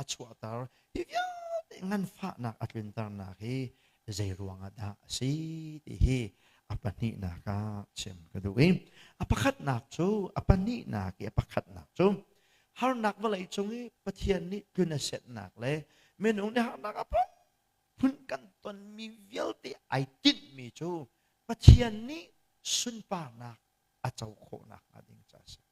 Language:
Hakha Chin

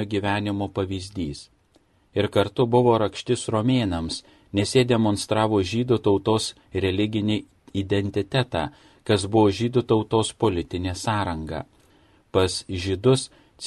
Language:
Lithuanian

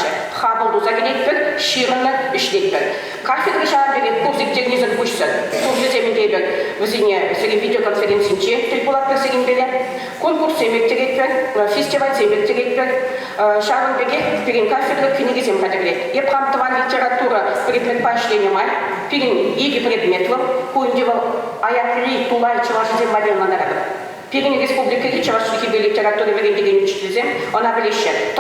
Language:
Chuvash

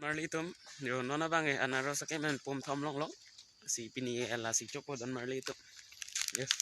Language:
Karbi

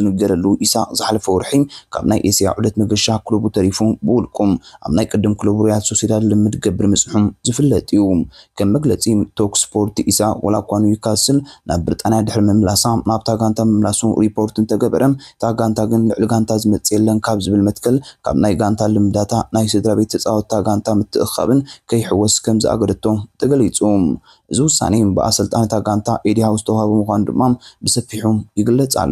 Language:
Tigrinya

